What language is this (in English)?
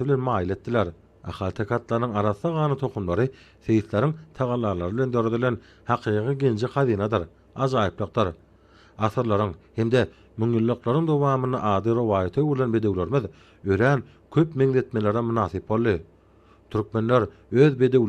Turkmen